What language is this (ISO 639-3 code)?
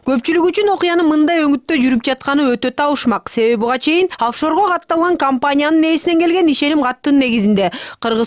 kir